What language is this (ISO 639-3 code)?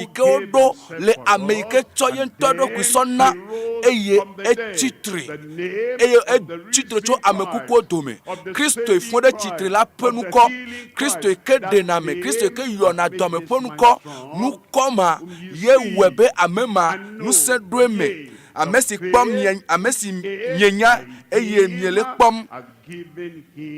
ewe